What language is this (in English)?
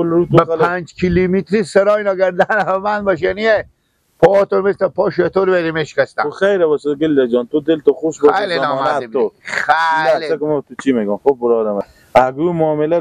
Persian